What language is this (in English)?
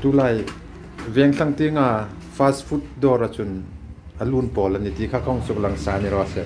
Hmar